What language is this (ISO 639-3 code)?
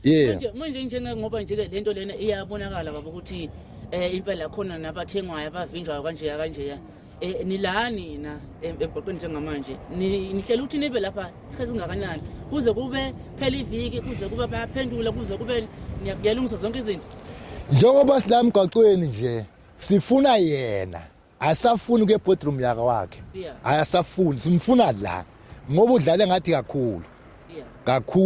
zul